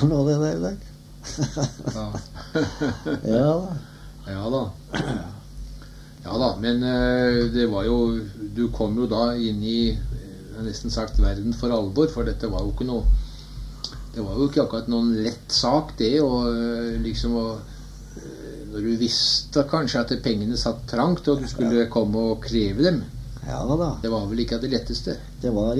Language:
Norwegian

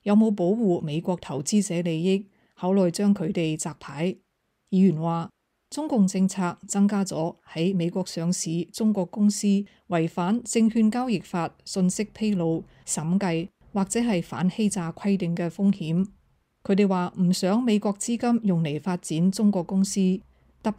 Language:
Cantonese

